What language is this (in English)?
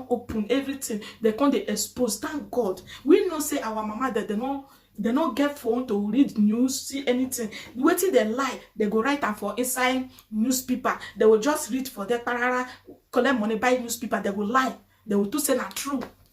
Nigerian Pidgin